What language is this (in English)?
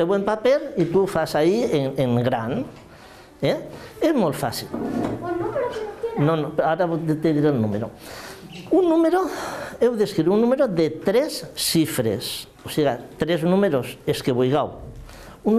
Catalan